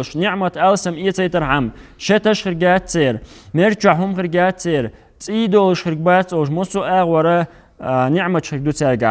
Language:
Chechen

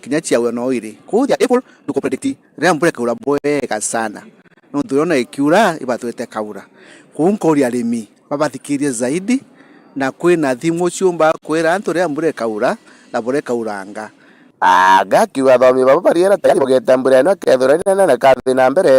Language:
Meru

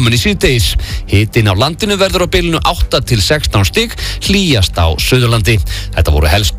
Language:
Icelandic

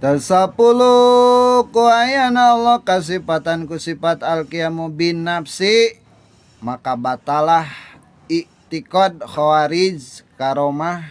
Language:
Sundanese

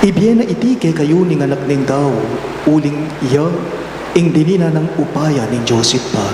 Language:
Pampanga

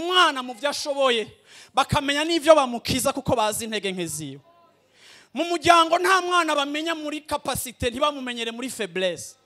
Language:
Rundi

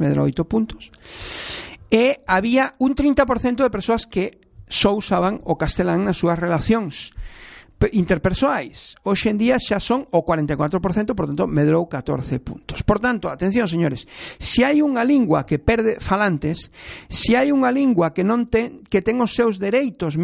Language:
Galician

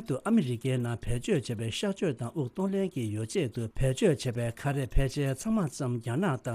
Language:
Tibetan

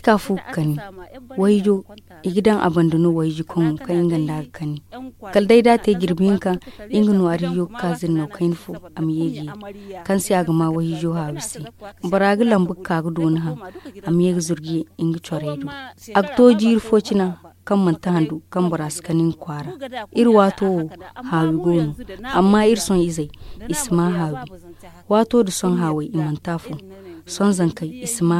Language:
Zarma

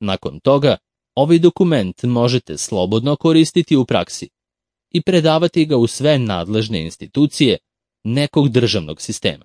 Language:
Serbian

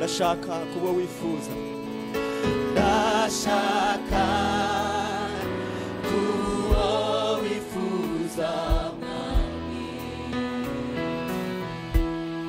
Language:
Kinyarwanda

